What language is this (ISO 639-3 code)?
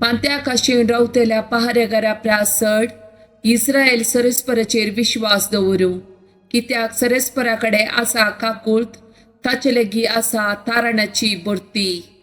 kok